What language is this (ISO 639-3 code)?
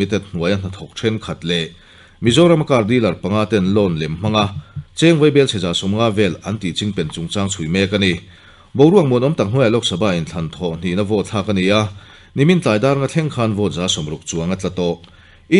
lus